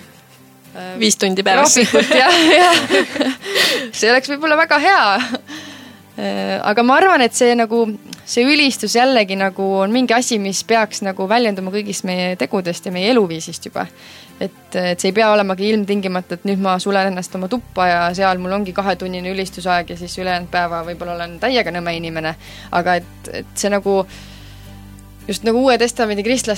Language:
Estonian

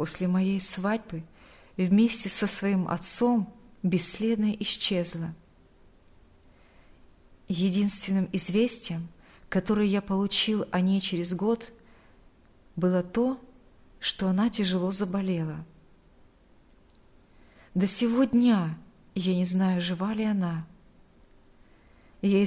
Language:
Russian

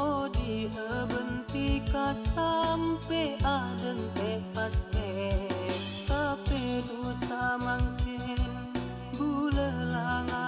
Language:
Madurese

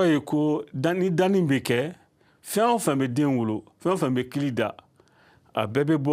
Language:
Bambara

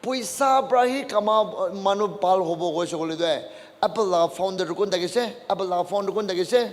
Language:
Naga Pidgin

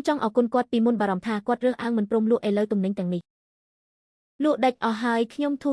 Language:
Khmer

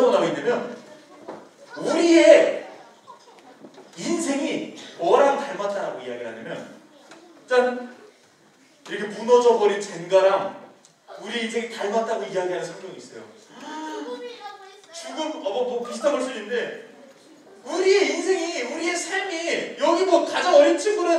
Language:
Korean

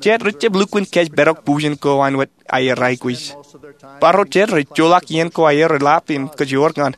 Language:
Marshallese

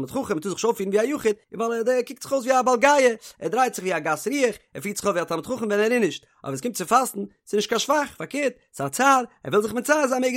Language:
Yiddish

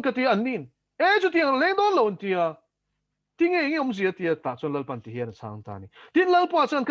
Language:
Mizo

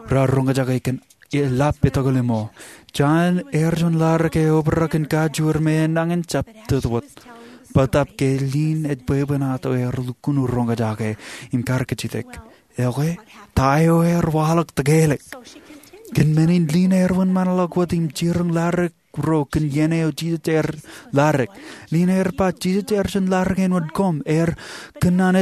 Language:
Marshallese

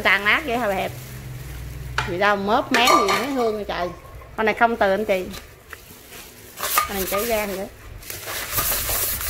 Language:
Vietnamese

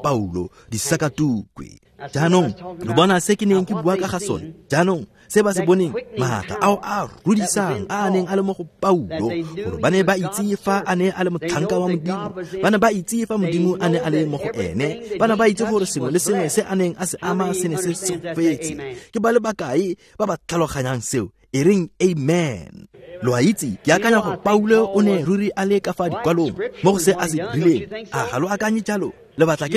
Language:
Tswana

